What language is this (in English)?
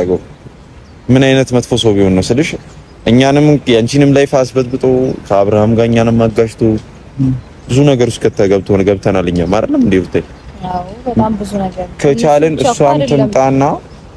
Amharic